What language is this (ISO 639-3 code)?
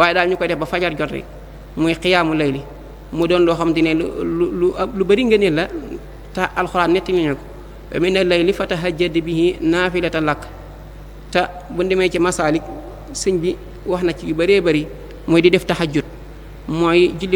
wol